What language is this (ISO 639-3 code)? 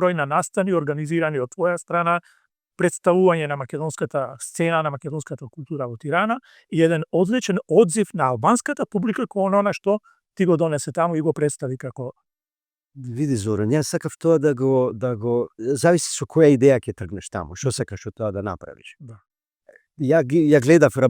mkd